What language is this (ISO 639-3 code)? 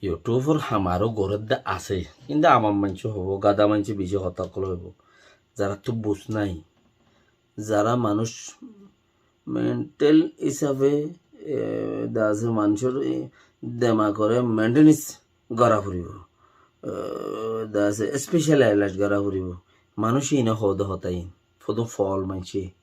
rhg